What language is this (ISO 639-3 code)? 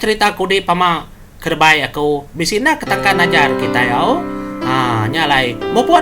iba